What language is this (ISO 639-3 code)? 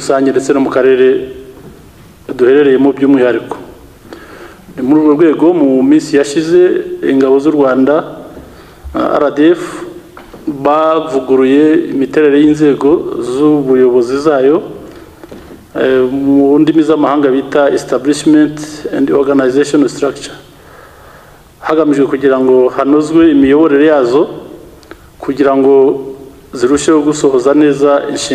kin